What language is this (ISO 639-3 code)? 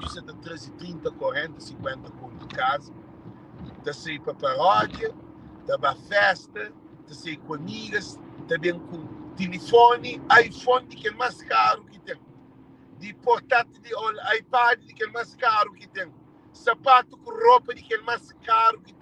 kea